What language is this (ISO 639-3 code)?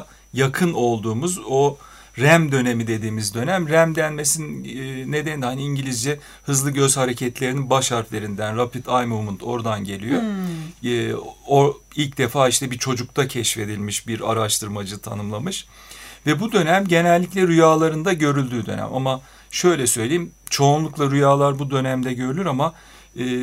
tur